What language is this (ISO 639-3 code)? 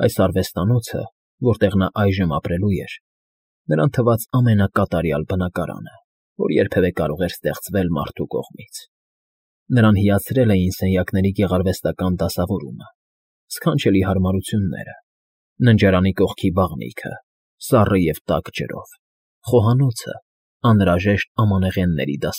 hye